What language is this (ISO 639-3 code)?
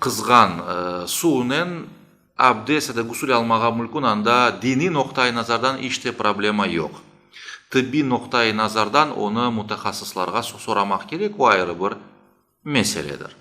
crh